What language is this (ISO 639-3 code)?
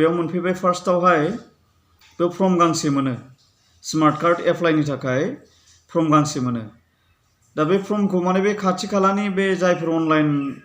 brx